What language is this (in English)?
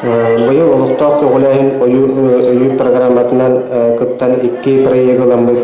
Yakut